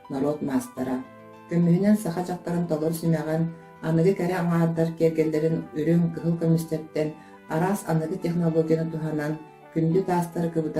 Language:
Yakut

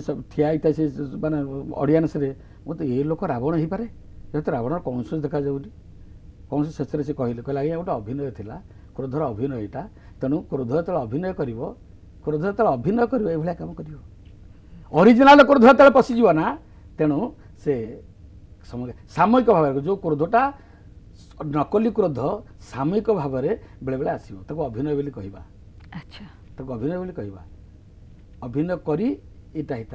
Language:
Odia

